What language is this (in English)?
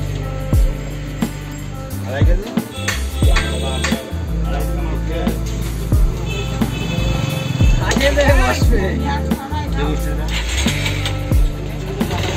Bangla